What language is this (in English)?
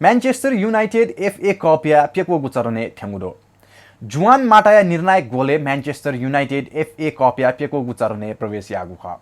Newari